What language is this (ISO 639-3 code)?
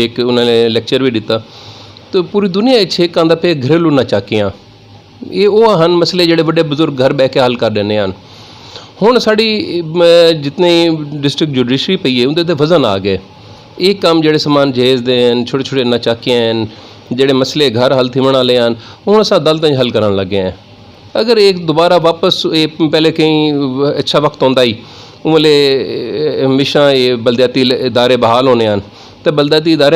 skr